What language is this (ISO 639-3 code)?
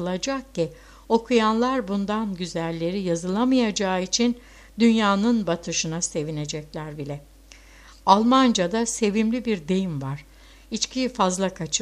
tur